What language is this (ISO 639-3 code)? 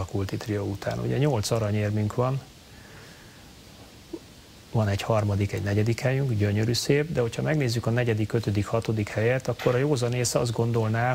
hun